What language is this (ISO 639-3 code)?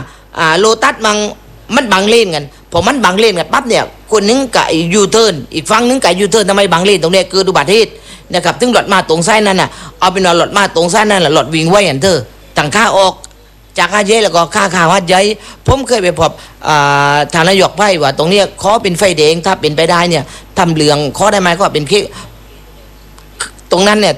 tha